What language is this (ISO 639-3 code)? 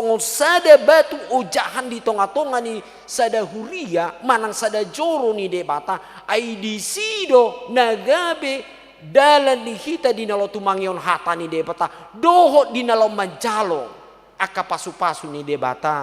bbc